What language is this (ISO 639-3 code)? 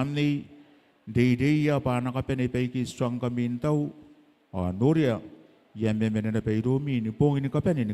gil